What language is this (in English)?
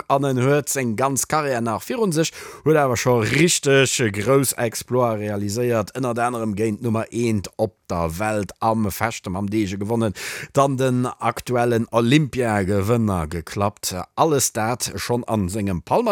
Luxembourgish